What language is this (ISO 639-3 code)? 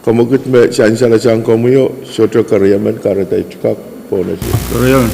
pon